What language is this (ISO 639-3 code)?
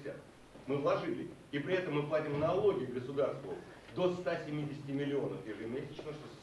rus